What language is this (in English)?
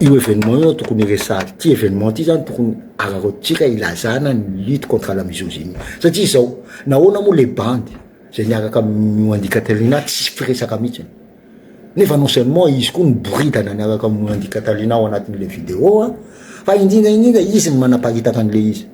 Malagasy